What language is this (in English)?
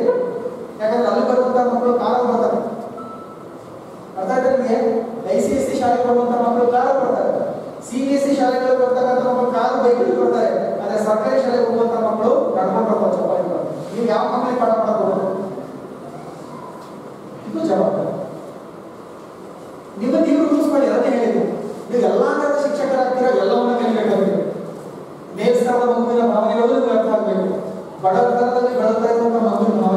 Kannada